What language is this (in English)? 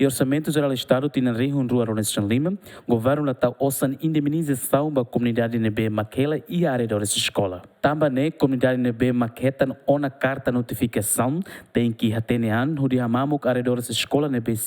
Tetum